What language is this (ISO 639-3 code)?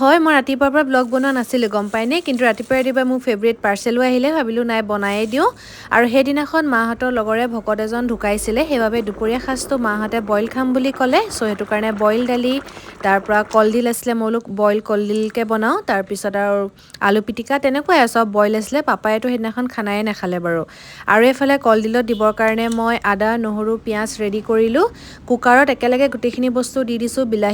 asm